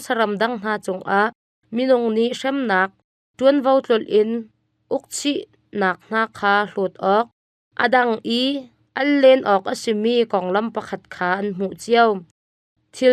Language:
Hakha Chin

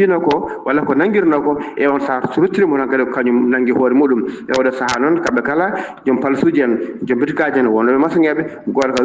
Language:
Fula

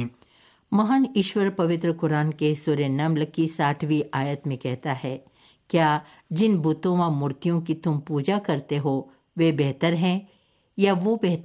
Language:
Hindi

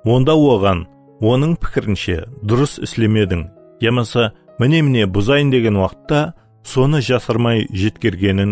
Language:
Kara-Kalpak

